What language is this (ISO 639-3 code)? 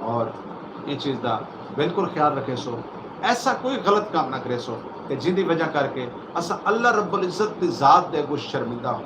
skr